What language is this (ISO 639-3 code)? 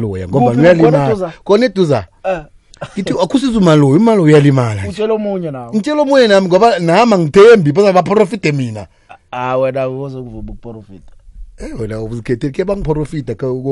nbl